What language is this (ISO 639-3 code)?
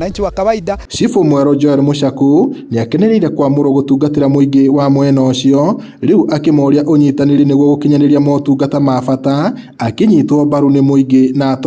kik